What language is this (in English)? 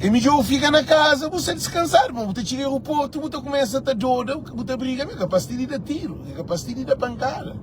Kabuverdianu